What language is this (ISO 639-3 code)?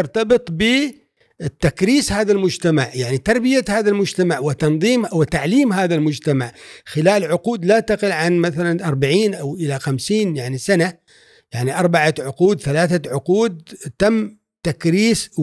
afb